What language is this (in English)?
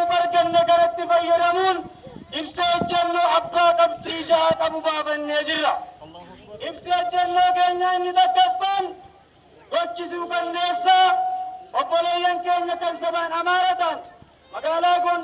Oromo